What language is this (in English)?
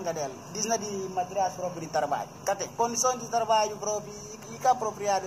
Portuguese